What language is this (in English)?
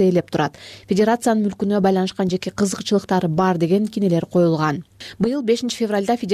Kyrgyz